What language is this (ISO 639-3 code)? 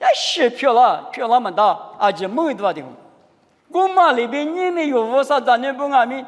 lis